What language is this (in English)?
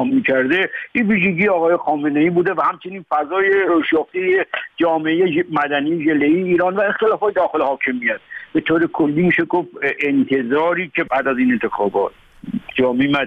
Persian